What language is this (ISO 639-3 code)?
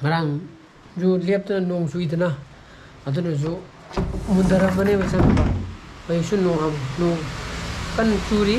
mni